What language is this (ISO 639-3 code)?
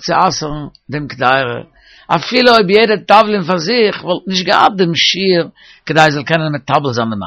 yid